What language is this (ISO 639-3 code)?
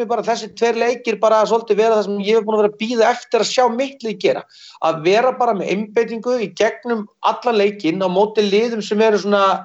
isl